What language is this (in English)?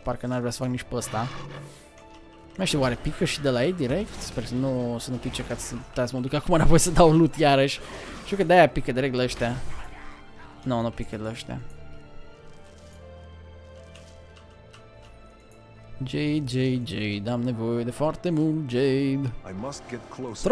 Romanian